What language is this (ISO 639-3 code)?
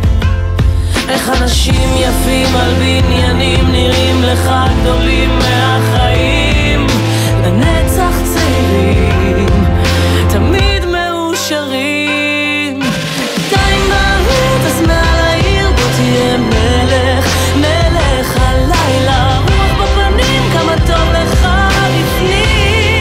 heb